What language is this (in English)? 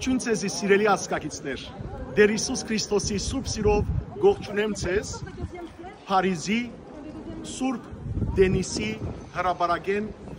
Western Armenian